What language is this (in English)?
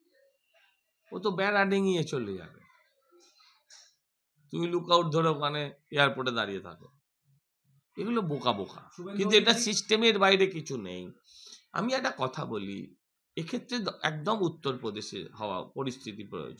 Bangla